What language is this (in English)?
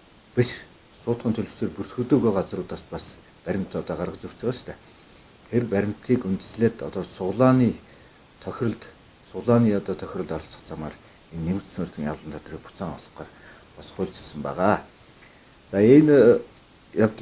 Mongolian